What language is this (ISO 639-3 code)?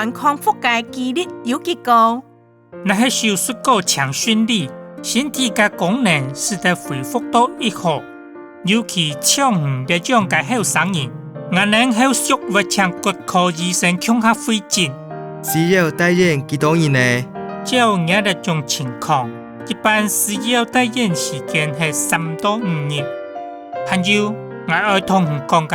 hak